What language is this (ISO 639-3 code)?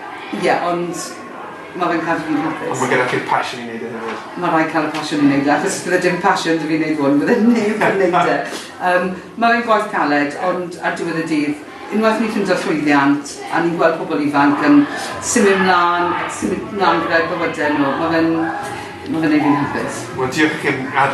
cym